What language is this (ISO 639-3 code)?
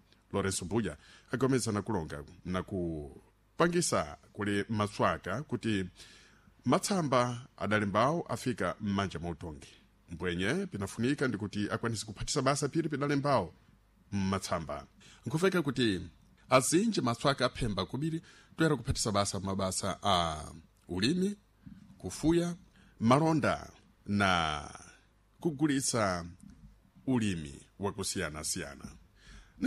seh